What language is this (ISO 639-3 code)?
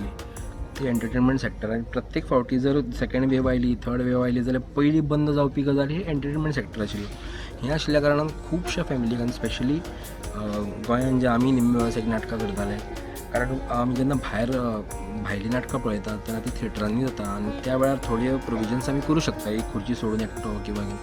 kok